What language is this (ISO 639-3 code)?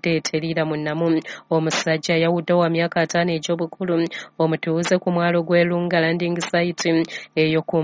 lug